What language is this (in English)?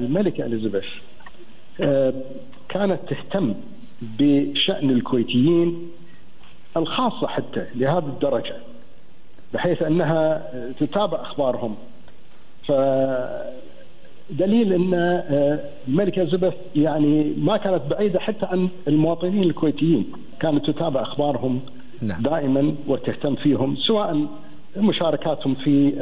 Gulf Arabic